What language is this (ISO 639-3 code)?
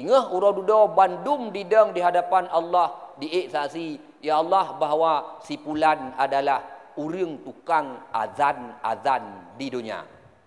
ace